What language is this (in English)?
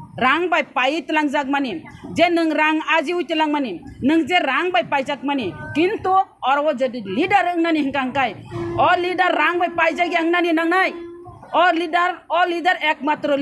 Kok Borok